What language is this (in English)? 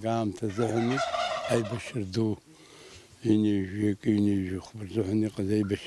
Abkhazian